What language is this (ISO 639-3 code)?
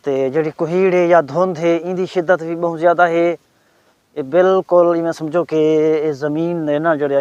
skr